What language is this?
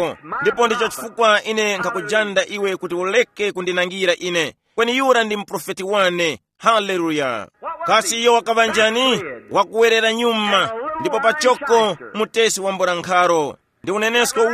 Tumbuka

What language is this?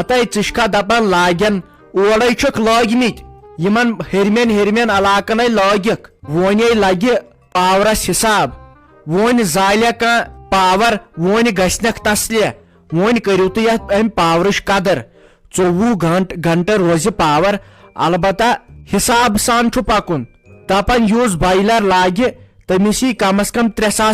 Kashmiri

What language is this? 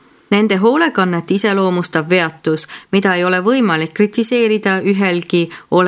Estonian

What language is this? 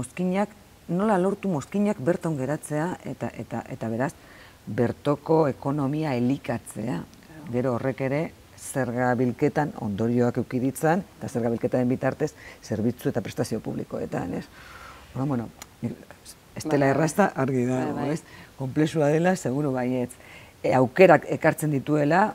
Basque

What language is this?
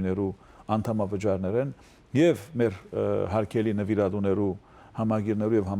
Western Armenian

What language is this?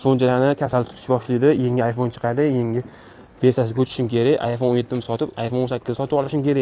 Uzbek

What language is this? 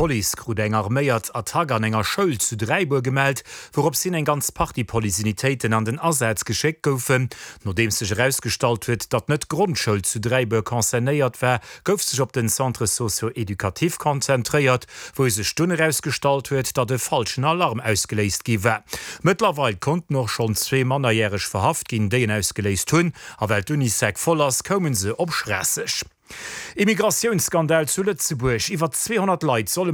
Luxembourgish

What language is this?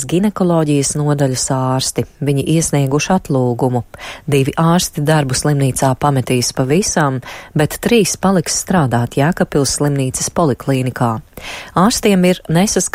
Latvian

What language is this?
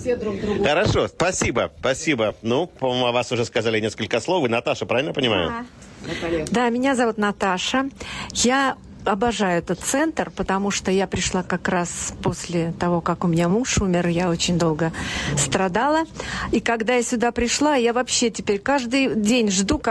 Russian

